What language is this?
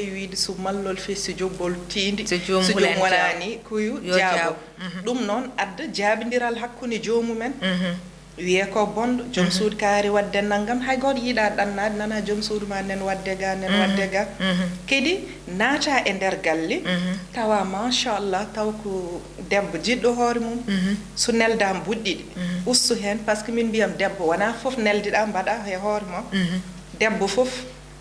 Fula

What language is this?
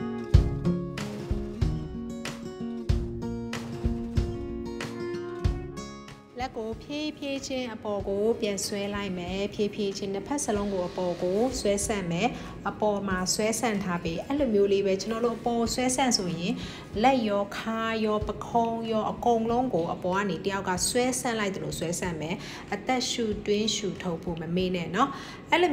Burmese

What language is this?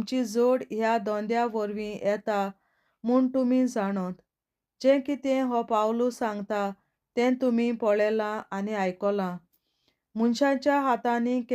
Konkani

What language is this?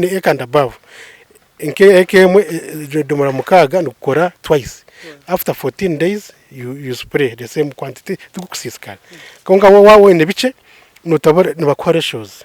Nyankole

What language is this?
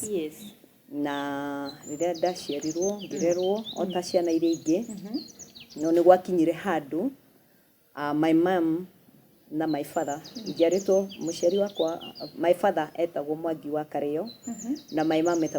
Kikuyu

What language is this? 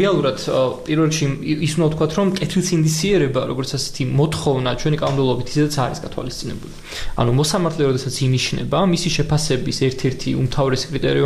Georgian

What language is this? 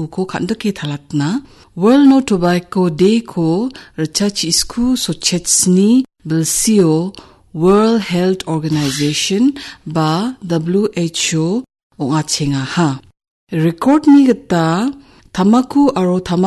Garo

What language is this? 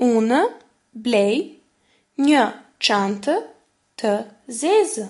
Albanian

